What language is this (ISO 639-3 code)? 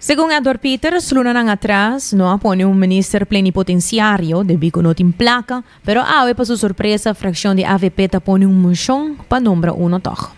pap